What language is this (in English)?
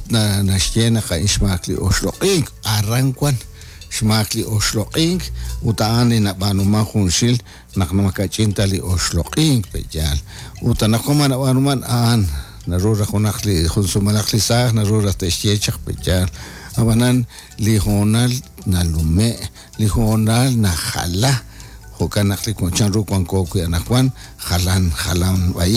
Kekchí